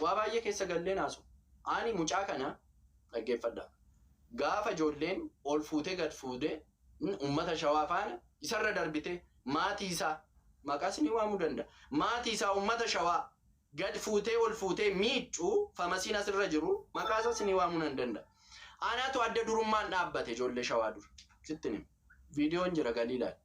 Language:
Oromo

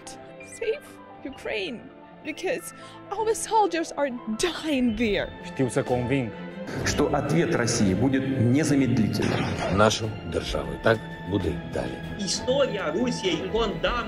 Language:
Romanian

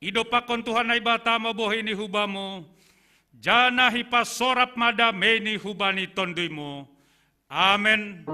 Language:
Batak Simalungun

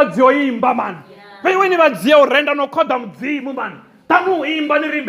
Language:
Venda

